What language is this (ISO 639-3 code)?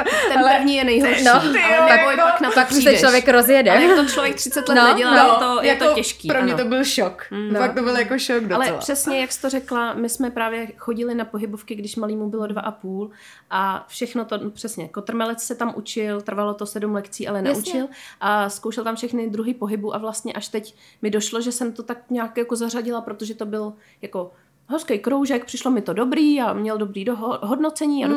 ces